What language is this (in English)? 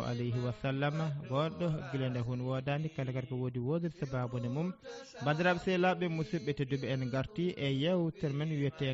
Fula